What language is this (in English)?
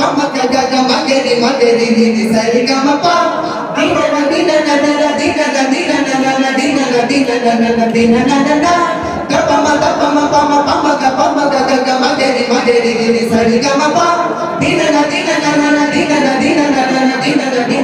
Malayalam